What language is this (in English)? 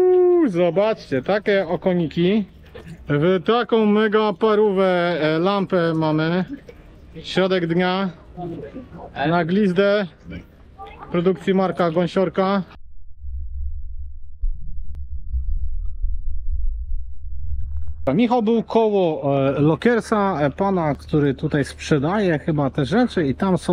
Polish